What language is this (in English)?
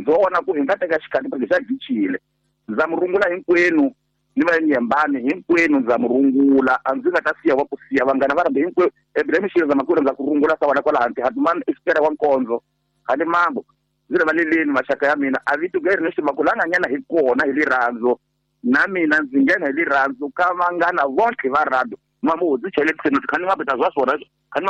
Tsonga